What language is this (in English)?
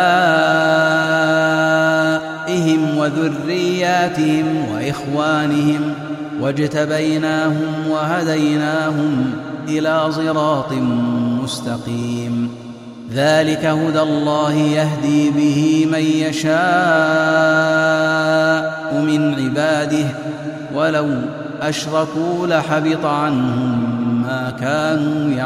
Arabic